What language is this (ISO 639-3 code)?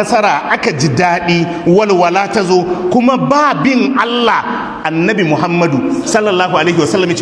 hau